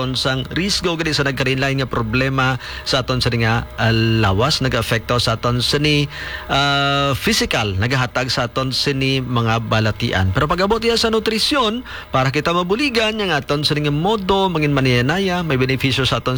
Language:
Hiligaynon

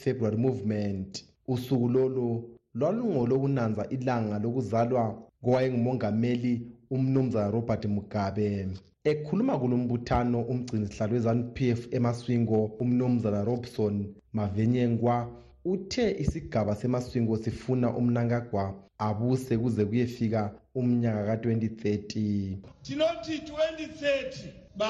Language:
North Ndebele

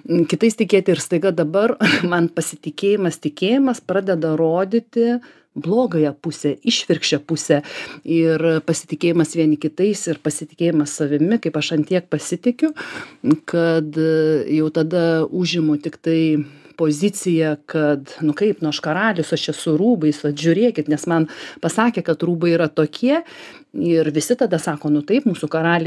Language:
Lithuanian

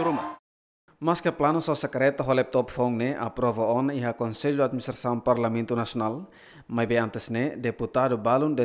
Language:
Tetum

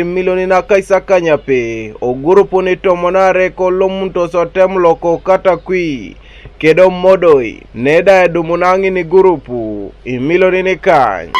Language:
Teso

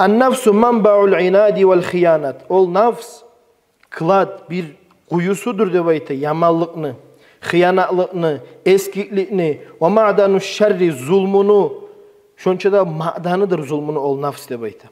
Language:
Kumyk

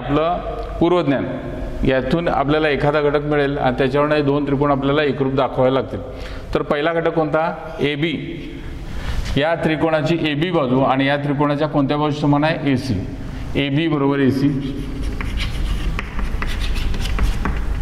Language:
Marathi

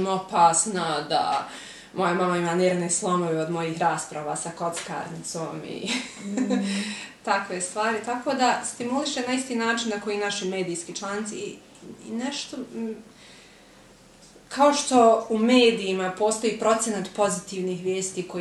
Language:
Bosnian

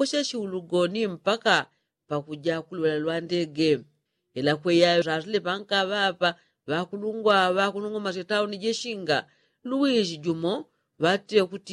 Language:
Yao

